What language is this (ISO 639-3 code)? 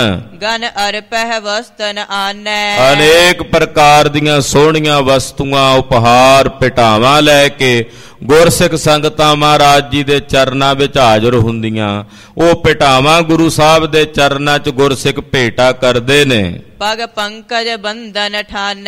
pan